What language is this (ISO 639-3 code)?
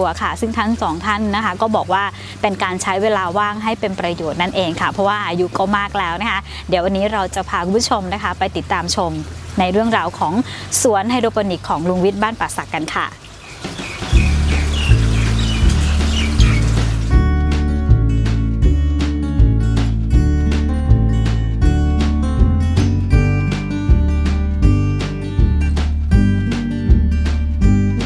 tha